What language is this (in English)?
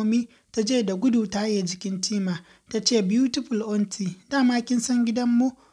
Hausa